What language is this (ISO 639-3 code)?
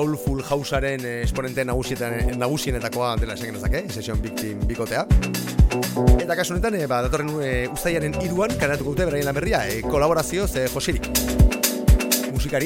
eus